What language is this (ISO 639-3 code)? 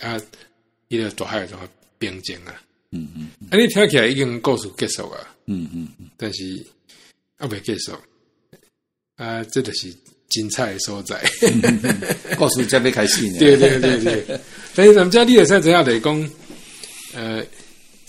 nan